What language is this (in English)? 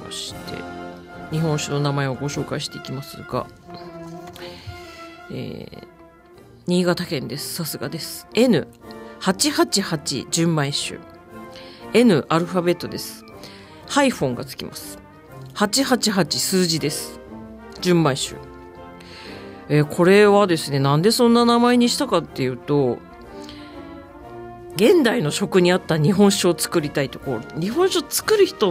Japanese